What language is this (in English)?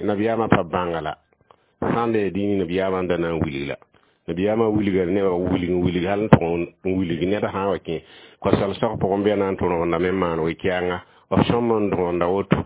Mossi